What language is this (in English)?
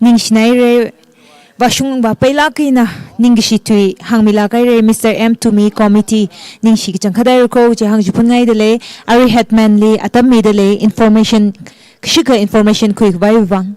Tangkhul Naga (India)